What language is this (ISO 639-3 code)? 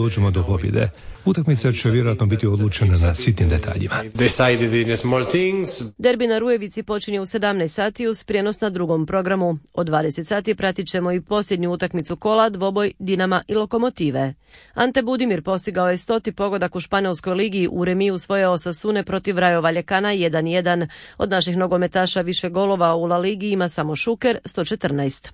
hrv